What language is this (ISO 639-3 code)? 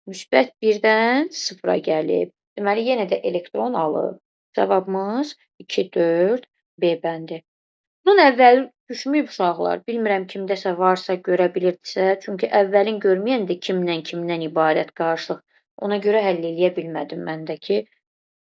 aze